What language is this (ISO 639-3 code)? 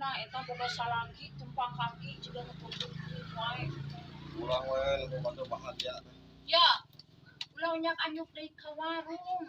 sun